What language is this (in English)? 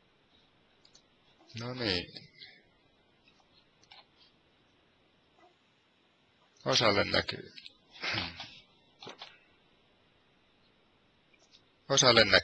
Finnish